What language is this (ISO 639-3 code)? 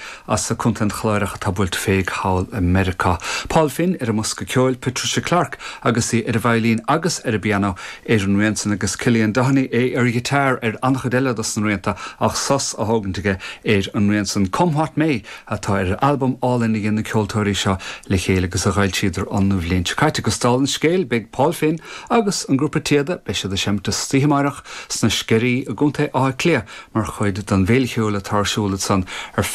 gle